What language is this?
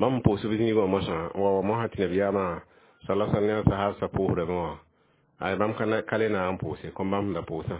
Mossi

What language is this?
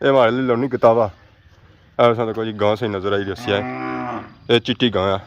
Pahari-Potwari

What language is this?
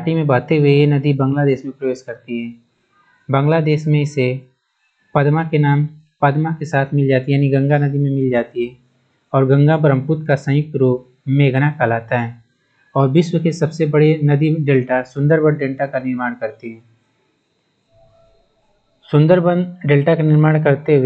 Hindi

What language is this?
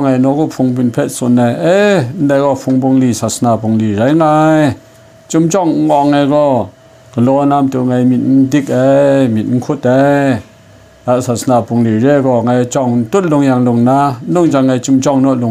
Kachin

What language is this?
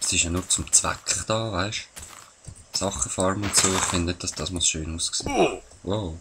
Swiss German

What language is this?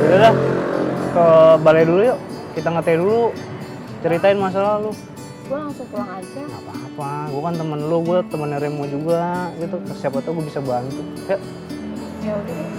Betawi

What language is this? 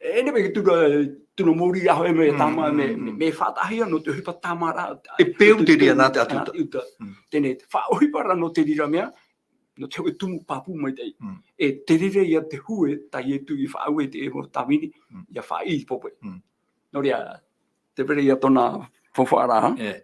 Tahitian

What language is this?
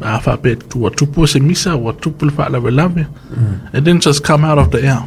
Samoan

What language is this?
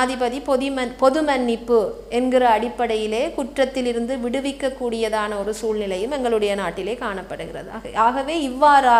Tamil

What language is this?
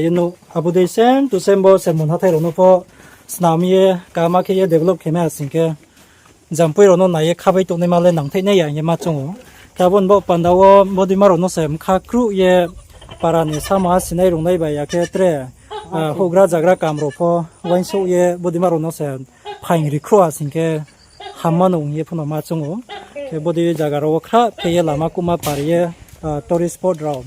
Riang (India)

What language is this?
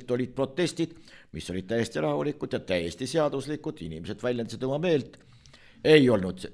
Estonian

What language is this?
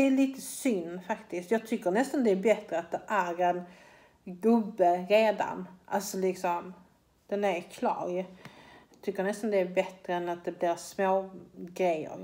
Swedish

